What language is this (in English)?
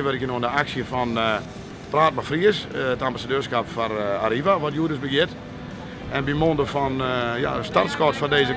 Western Frisian